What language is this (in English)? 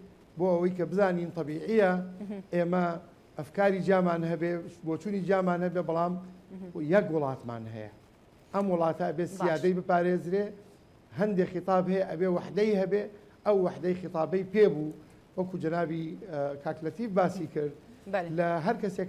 Central Kurdish